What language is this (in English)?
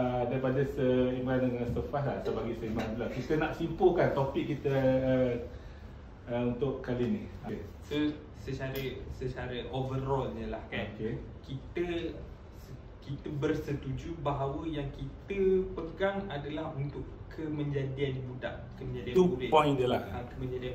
Malay